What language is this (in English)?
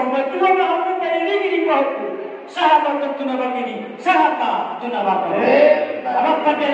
Batak Toba